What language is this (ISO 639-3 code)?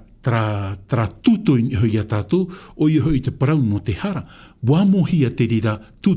tah